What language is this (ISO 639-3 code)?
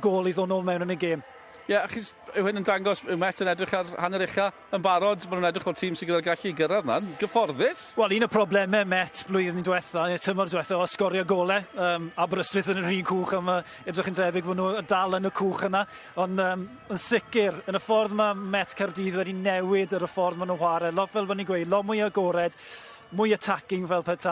cym